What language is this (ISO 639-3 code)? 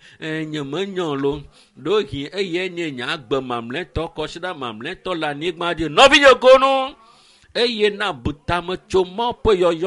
ewe